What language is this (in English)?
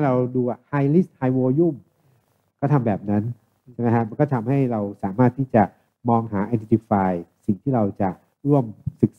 Thai